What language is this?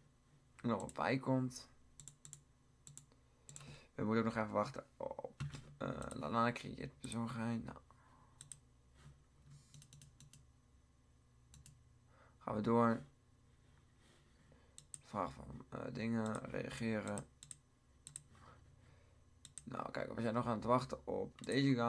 Dutch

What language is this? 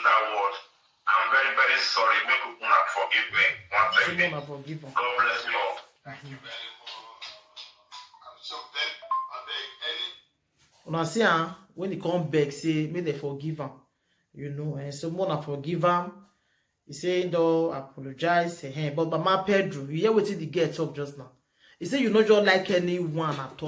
Nigerian Pidgin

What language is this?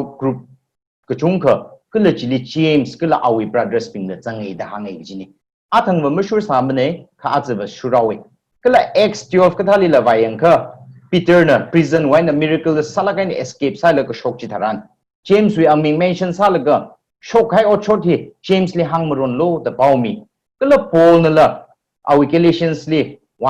Tangkhul Naga (India)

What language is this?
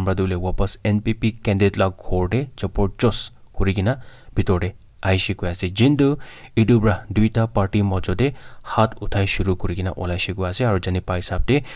Naga Pidgin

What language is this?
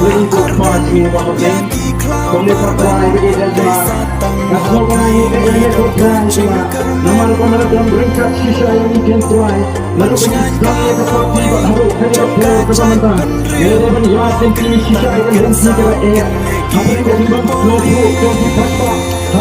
Khasi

